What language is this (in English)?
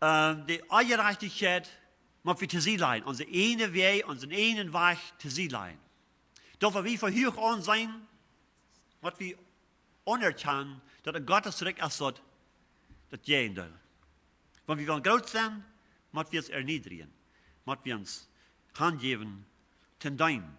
Plautdietsch